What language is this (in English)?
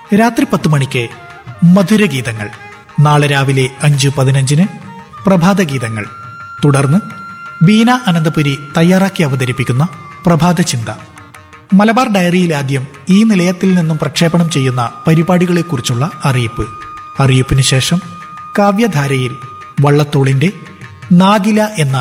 Malayalam